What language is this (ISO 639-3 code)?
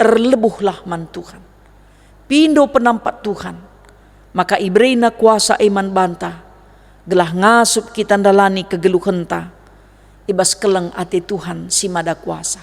btx